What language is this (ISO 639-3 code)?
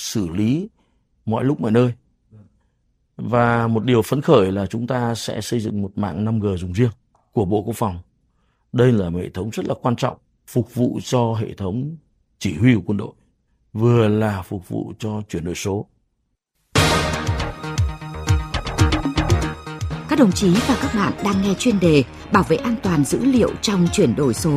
vie